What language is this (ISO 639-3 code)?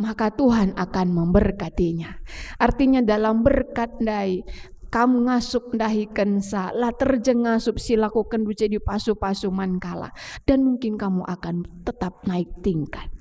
btx